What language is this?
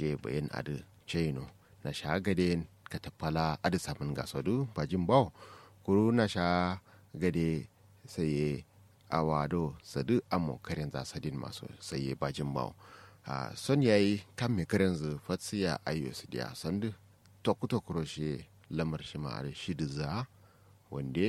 Kanuri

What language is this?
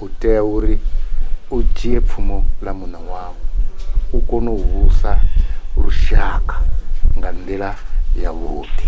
Venda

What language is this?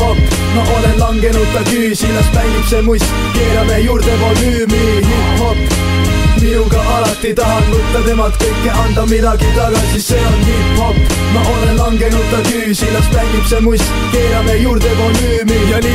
Estonian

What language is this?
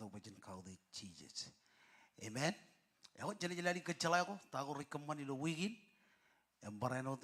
Marshallese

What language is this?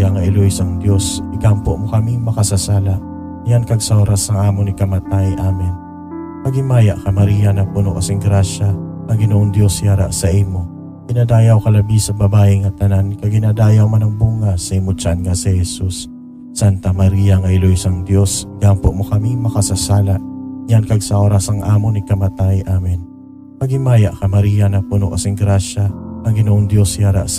Hiligaynon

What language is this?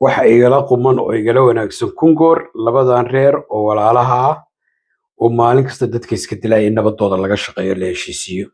Somali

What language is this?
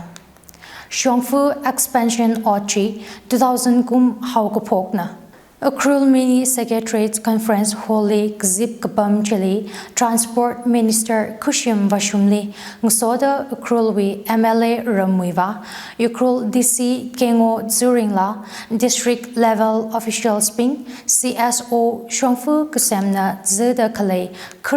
Tangkhul Naga (India)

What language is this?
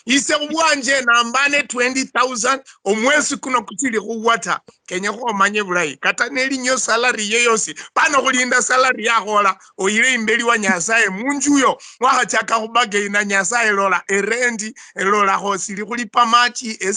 Luyia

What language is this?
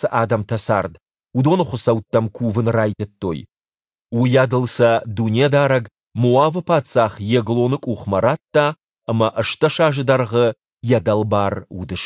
Ossetic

